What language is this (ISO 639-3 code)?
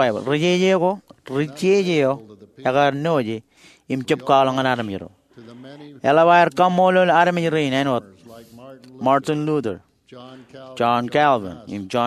mah